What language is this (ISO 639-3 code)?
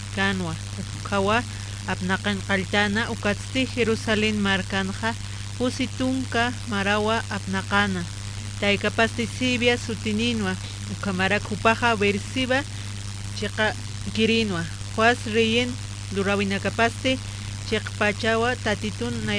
aym